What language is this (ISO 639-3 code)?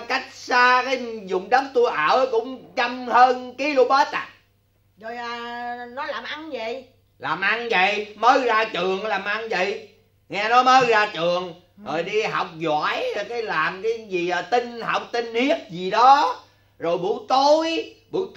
vie